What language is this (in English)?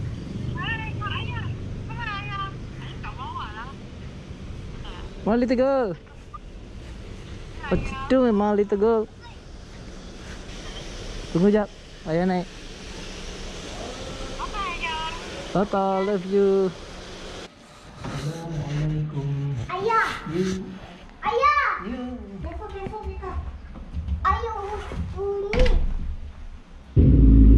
Malay